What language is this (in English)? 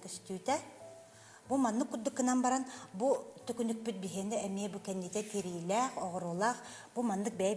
Yakut